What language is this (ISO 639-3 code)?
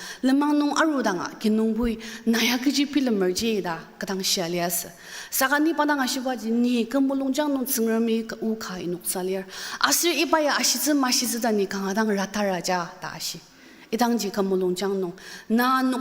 njo